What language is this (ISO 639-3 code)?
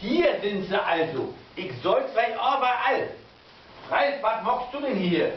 nds